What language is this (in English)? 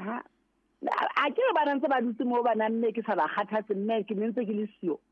Southern Sotho